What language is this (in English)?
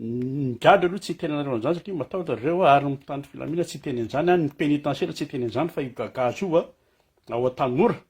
Malagasy